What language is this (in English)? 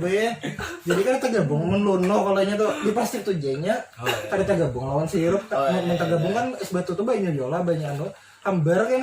Banjar